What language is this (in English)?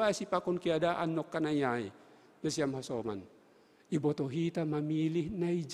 Batak Simalungun